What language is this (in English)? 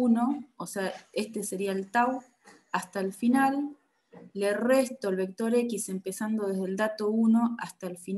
Spanish